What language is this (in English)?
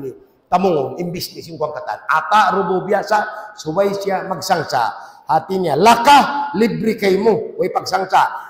Tausug